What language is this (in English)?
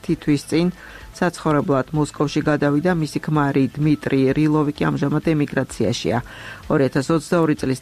Georgian